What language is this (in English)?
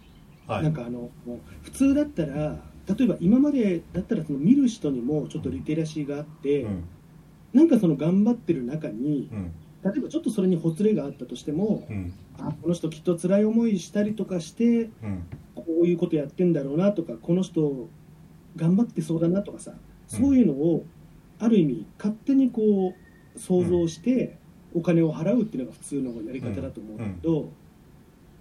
Japanese